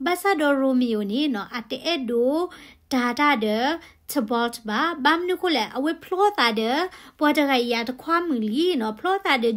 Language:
S'gaw Karen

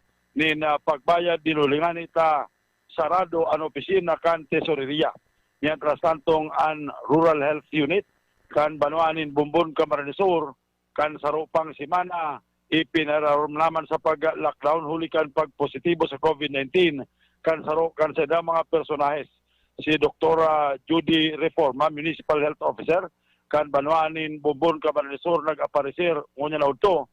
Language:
Bikol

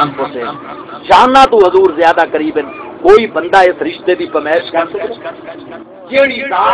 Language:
Saraiki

